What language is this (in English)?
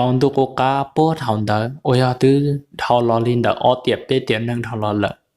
Hmong